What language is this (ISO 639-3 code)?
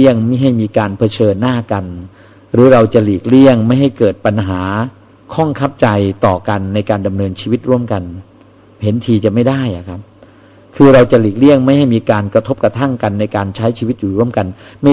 tha